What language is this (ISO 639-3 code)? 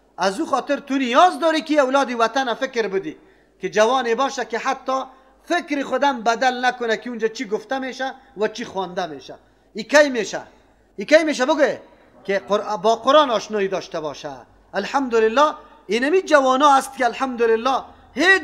fas